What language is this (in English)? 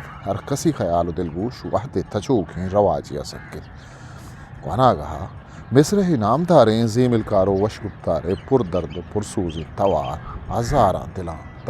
Eastern Balochi